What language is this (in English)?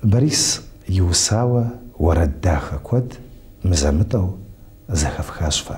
Kabardian